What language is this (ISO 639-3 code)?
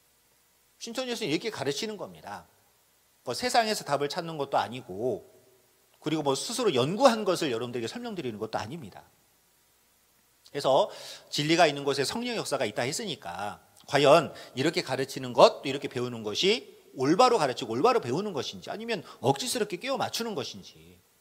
kor